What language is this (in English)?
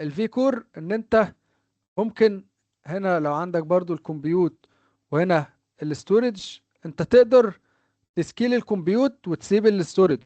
Egyptian Arabic